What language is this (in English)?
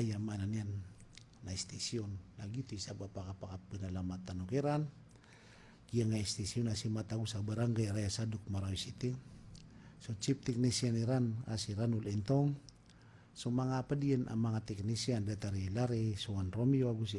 Maranao